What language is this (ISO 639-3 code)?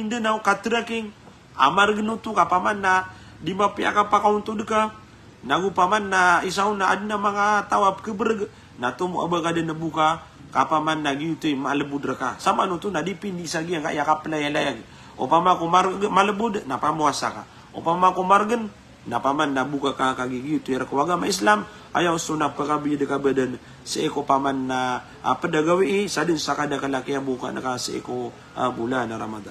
mrw